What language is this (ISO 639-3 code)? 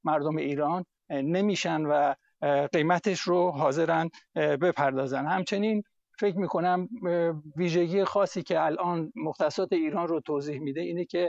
fas